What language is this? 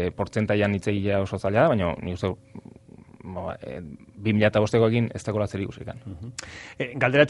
Basque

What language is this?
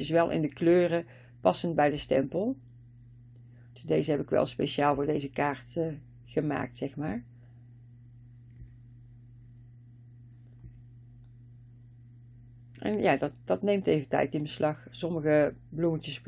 Dutch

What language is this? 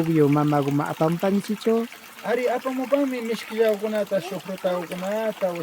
Imbabura Highland Quichua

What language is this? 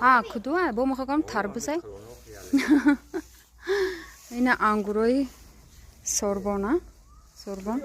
Tajik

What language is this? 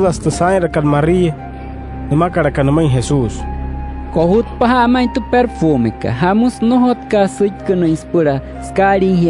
Wayuu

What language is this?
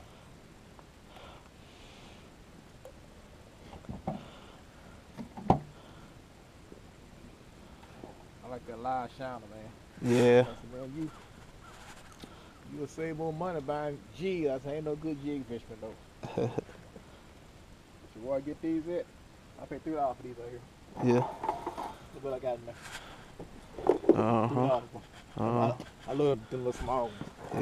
English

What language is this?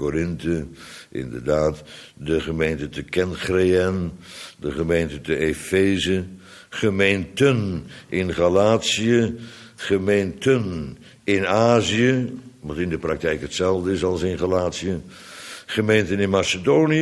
Dutch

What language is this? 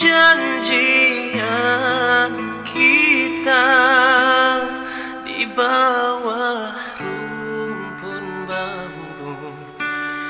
Malay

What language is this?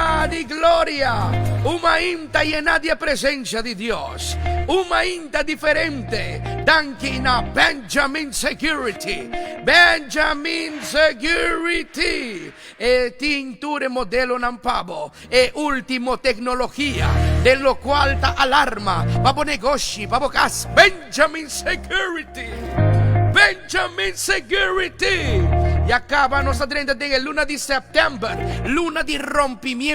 Papiamento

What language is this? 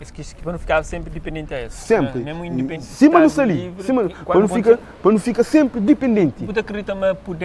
Kabuverdianu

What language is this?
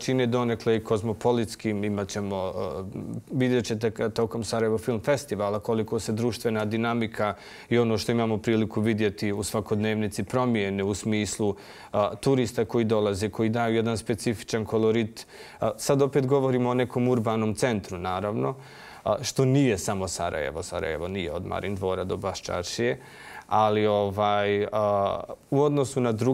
Bosnian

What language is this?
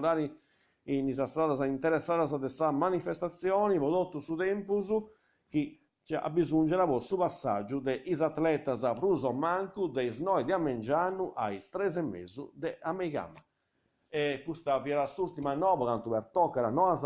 Sardinian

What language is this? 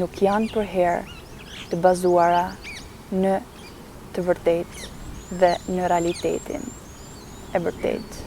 Albanian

